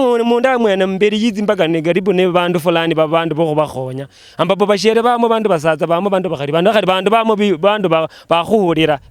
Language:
Luyia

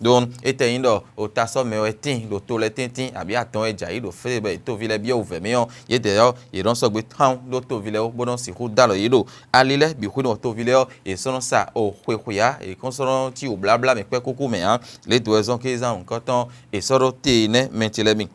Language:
Fon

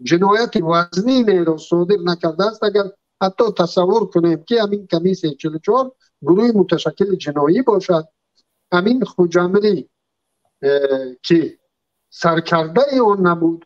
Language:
Tajik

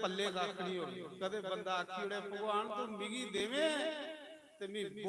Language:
Dogri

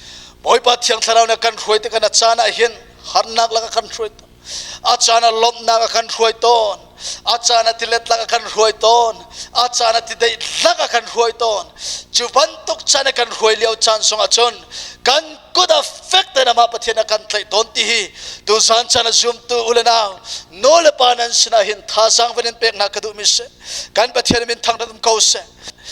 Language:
Hakha Chin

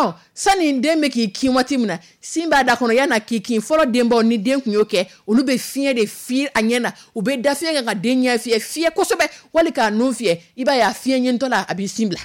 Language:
Dyula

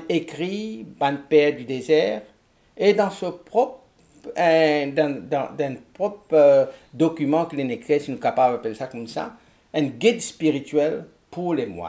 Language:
Morisyen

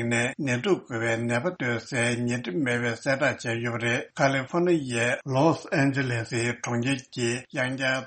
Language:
Tibetan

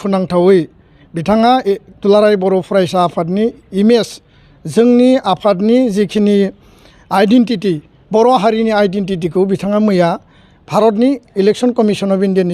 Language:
Bodo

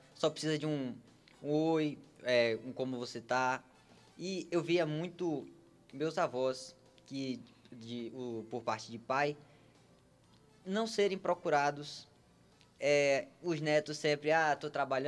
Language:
Portuguese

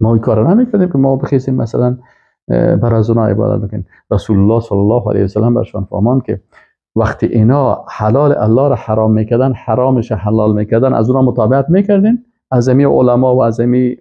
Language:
Persian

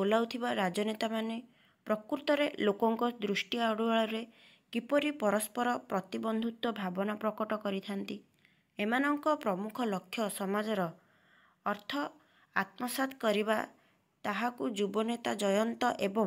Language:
Odia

